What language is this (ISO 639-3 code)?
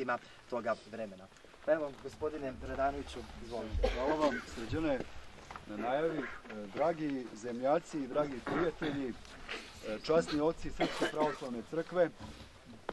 hrv